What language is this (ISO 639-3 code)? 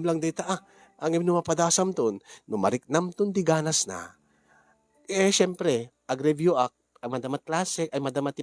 ilo